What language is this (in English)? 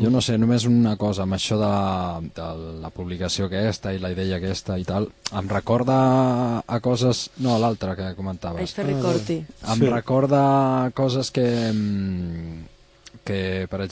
Catalan